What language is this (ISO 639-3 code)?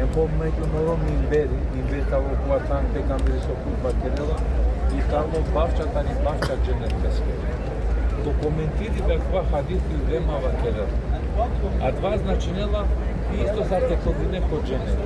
rmn